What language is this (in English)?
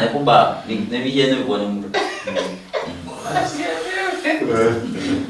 Luyia